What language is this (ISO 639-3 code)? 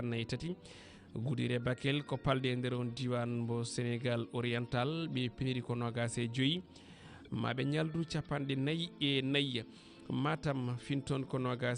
ful